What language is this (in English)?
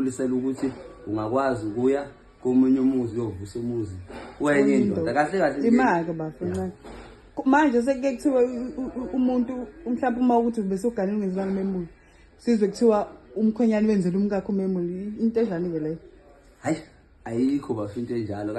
Zulu